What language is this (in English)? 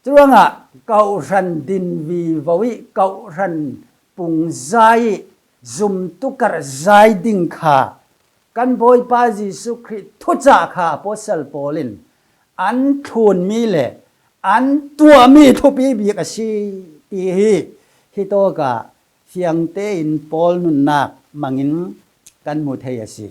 Falam Chin